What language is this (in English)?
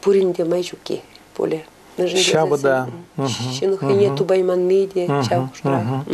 Chuvash